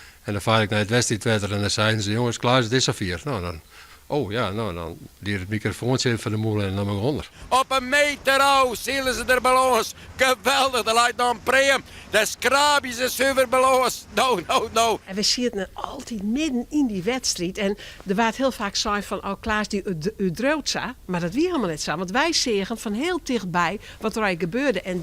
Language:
Western Frisian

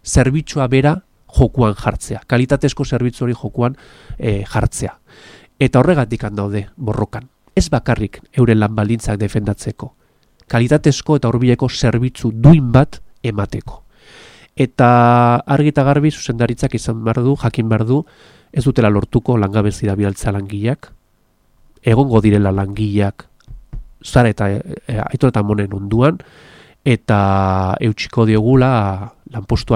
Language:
Basque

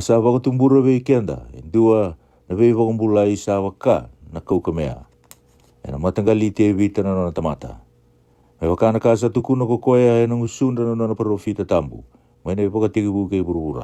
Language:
Fijian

